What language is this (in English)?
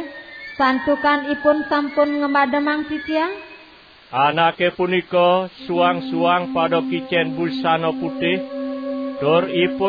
Balinese